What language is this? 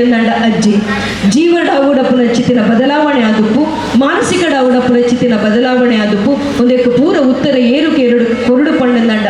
Tulu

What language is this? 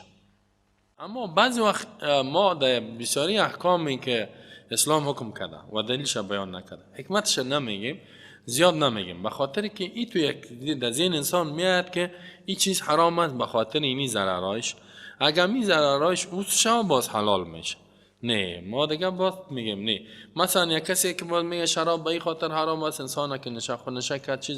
Persian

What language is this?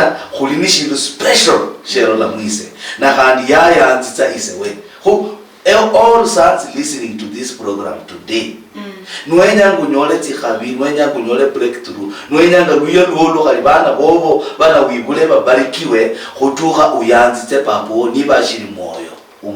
Luyia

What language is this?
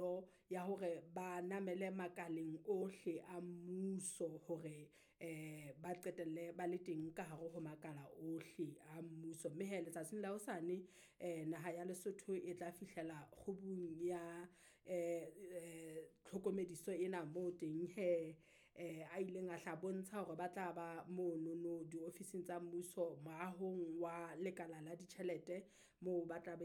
Southern Sotho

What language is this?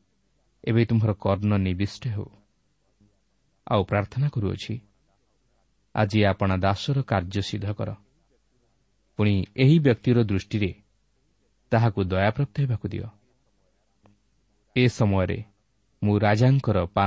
Odia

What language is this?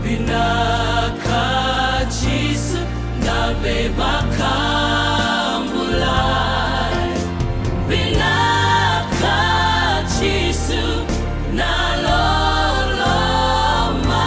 Fijian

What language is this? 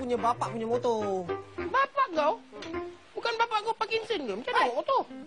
Malay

